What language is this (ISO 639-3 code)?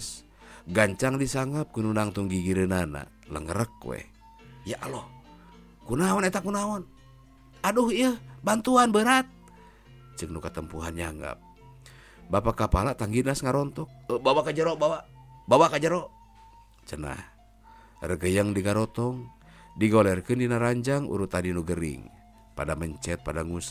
sun